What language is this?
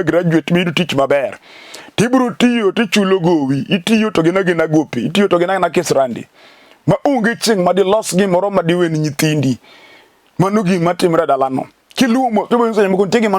Luo (Kenya and Tanzania)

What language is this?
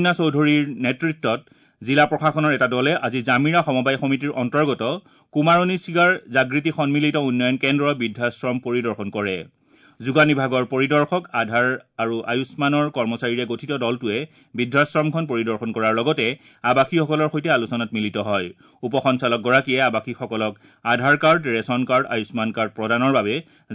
Assamese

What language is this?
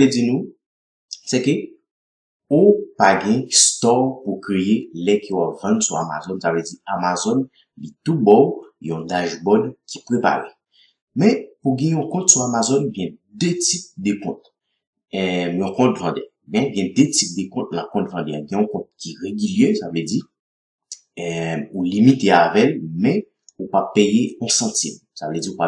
Haitian Creole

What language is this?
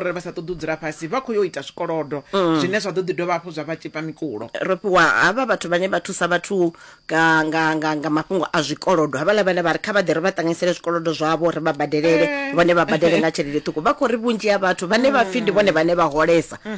Venda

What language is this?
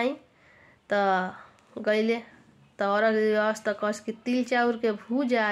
Bhojpuri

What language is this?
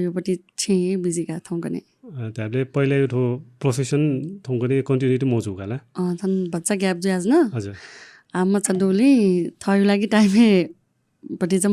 Newari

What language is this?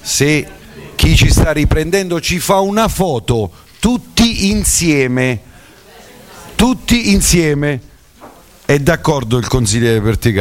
Italian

